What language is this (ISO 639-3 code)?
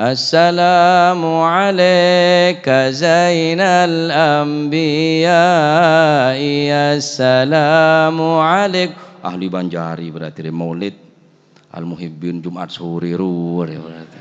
mad